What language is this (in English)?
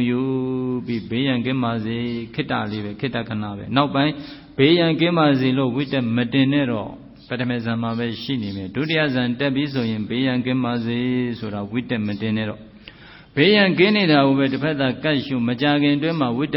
Burmese